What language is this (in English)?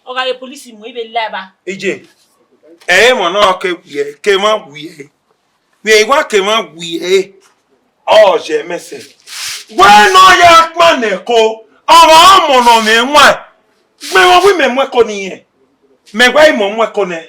Bini